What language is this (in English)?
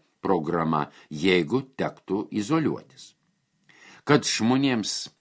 Lithuanian